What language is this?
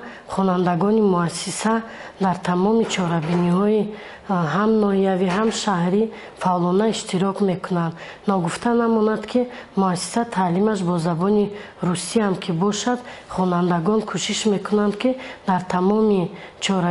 Tajik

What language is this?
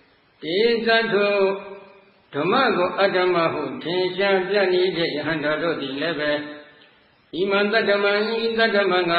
Burmese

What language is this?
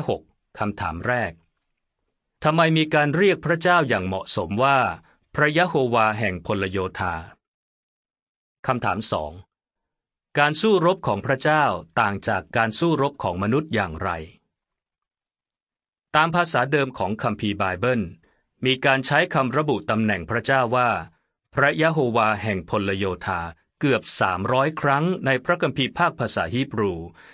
Thai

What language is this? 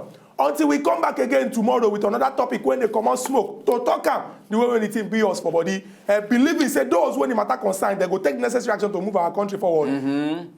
Nigerian Pidgin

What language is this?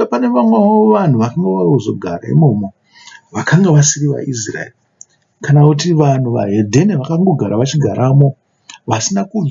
Shona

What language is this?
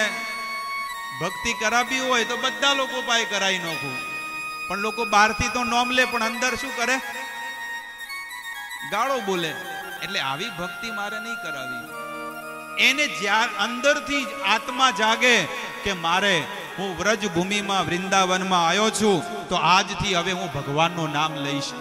Gujarati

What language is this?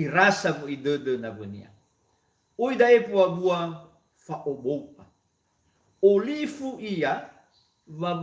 Nias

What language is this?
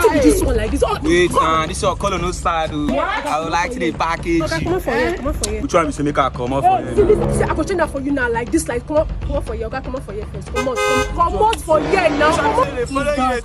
Nigerian Pidgin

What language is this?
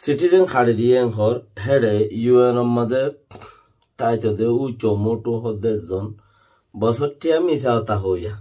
Rohingya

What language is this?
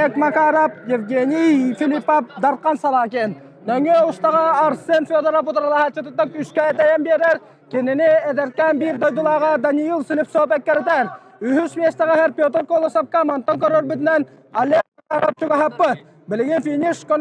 Yakut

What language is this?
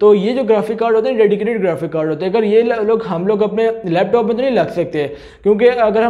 Hindi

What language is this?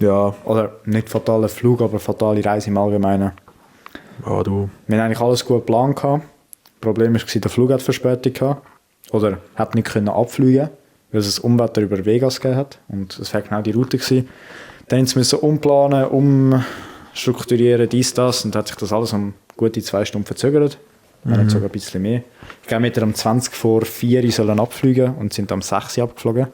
Swiss German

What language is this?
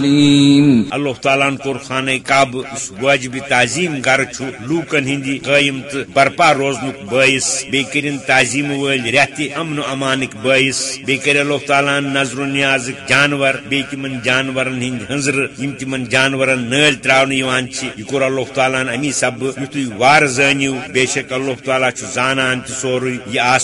Kashmiri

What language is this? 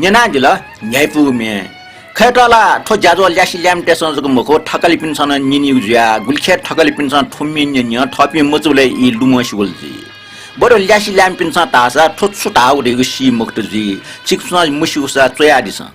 Newari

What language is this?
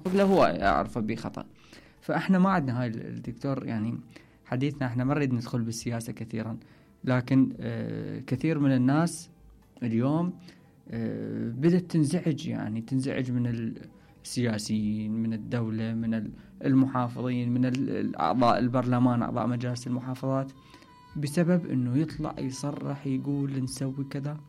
Mesopotamian Arabic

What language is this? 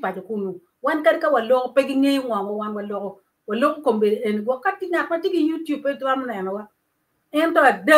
Acoli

